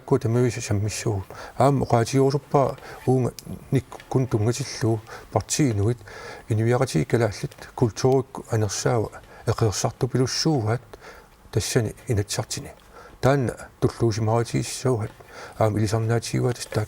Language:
Kalaallisut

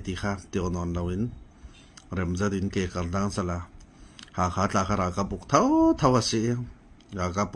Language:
Falam Chin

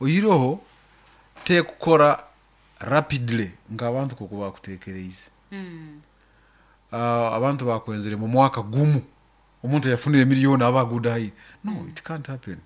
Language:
Nyoro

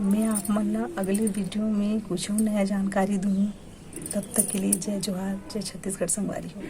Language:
Chhattisgarhi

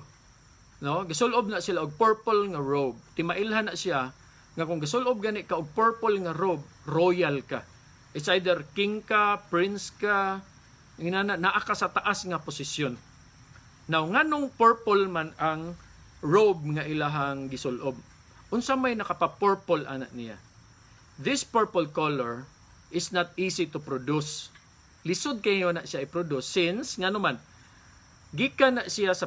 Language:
Cebuano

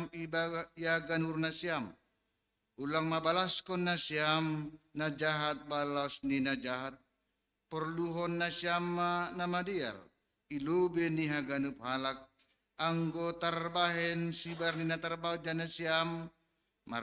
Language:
Batak Simalungun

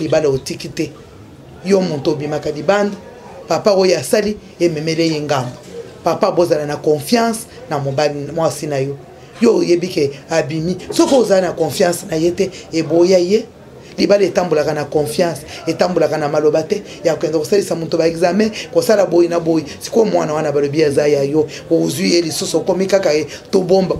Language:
Lingala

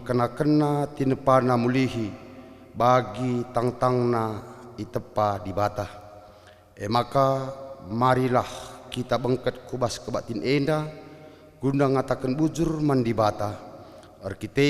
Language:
Batak Karo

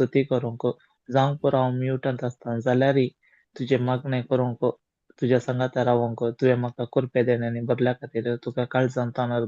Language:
Konkani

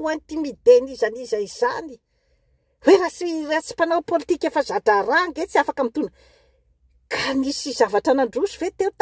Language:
Malagasy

